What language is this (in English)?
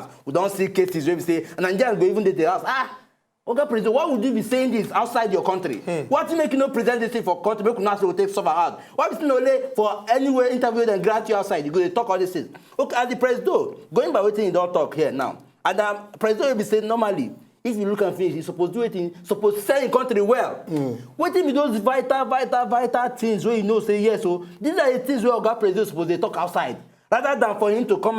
Nigerian Pidgin